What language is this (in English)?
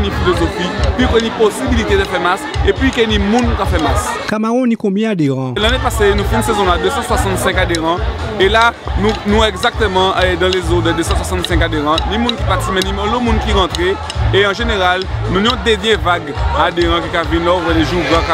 Guadeloupean Creole French